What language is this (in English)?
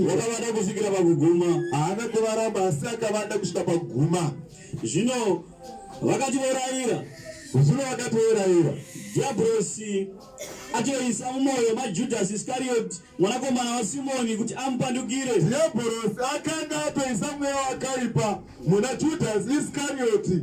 Shona